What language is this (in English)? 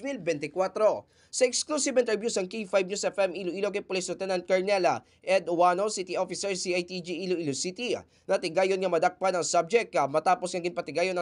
Hiligaynon